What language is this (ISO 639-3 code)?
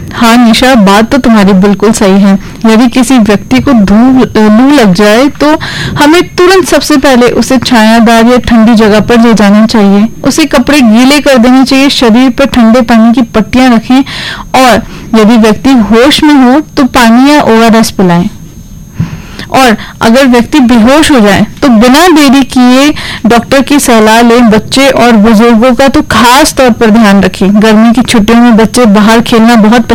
hin